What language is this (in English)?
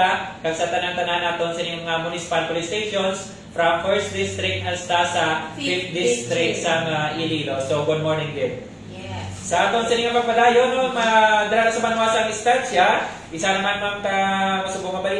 Hiligaynon